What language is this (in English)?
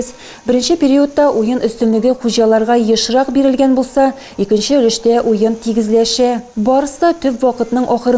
Tatar